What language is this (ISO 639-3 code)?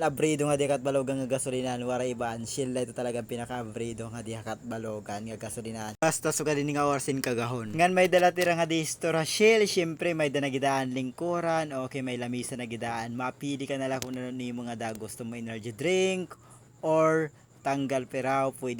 war